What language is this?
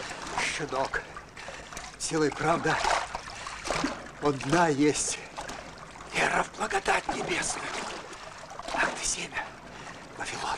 Russian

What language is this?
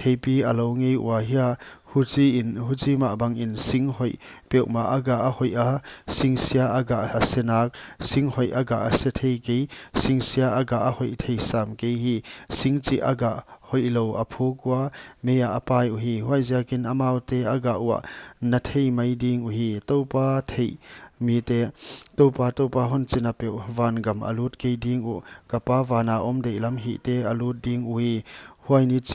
Paite Chin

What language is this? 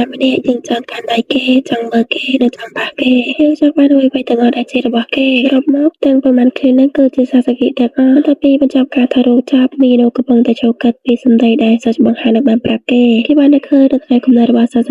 Khmer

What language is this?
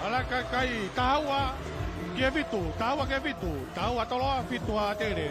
Tongan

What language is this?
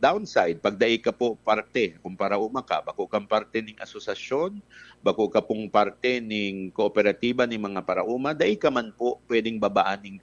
Bikol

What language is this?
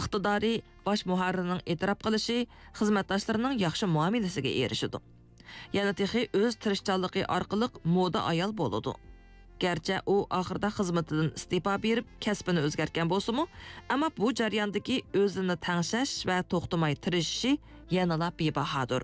Uyghur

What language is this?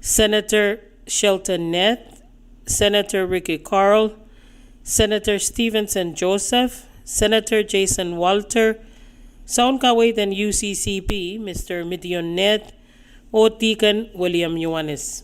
Pohnpeian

